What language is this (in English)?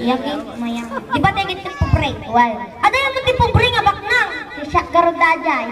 Iloko